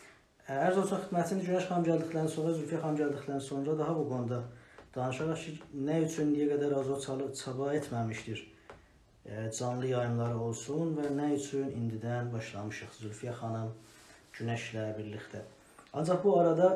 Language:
South Azerbaijani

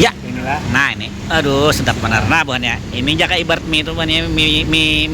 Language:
Banjar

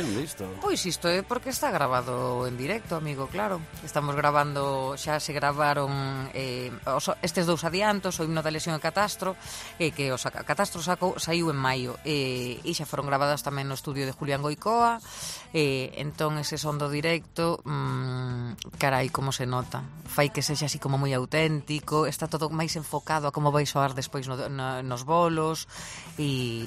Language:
Galician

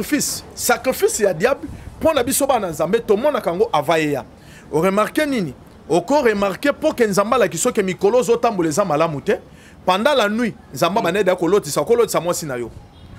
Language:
Lingala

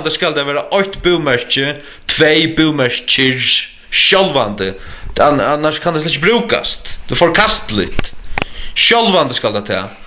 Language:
Faroese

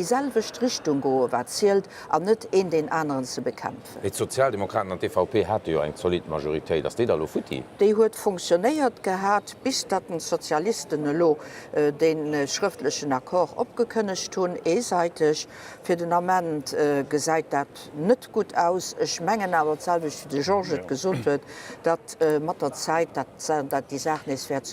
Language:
Luxembourgish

